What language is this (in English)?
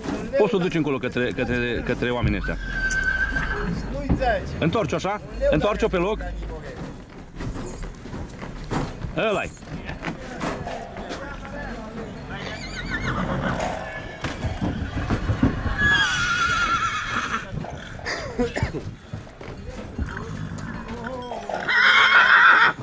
Romanian